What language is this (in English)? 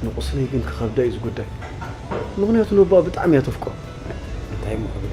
Tigrinya